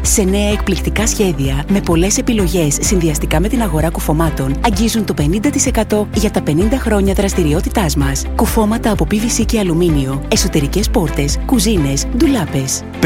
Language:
Greek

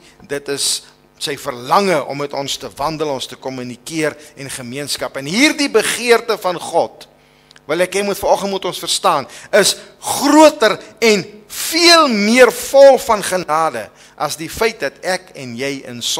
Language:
Afrikaans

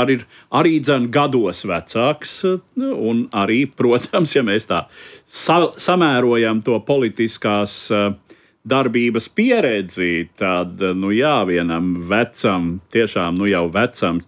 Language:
Latvian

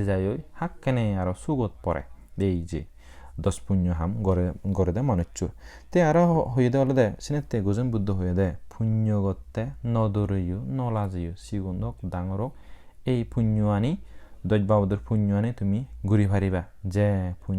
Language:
Chakma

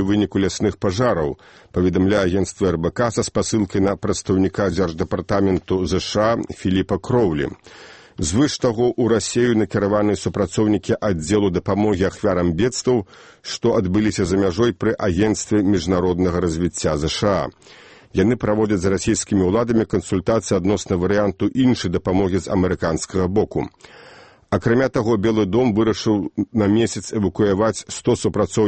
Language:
Belarusian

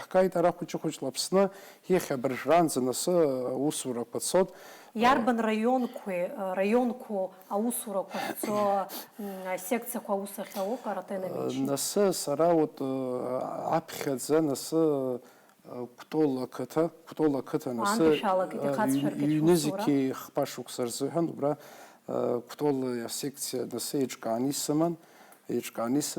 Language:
Abkhazian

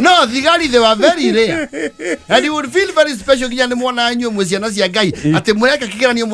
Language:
Kikuyu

